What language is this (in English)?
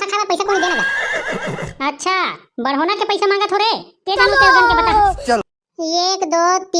Chhattisgarhi